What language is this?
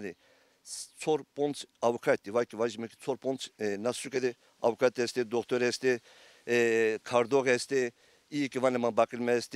Zaza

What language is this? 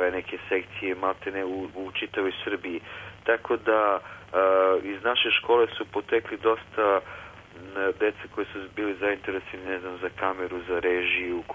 Serbian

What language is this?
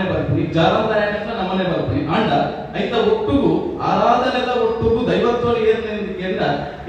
Tulu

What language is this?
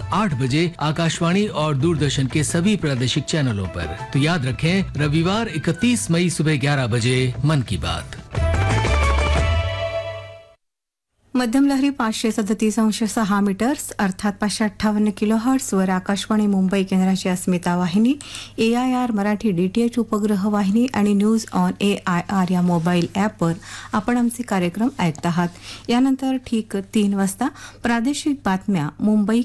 Marathi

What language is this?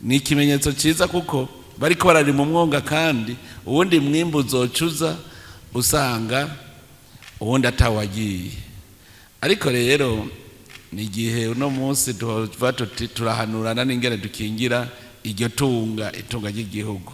Rundi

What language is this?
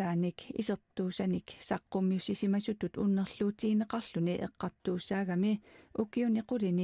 Kalaallisut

